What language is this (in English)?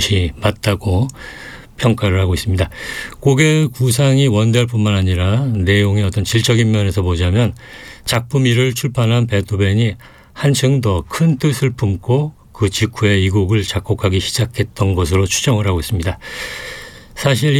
Korean